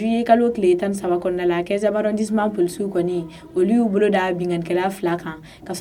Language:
Bambara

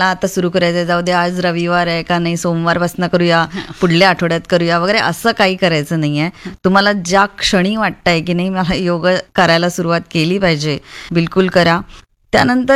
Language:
Marathi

